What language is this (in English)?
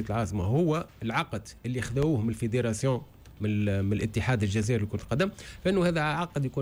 Tunisian Arabic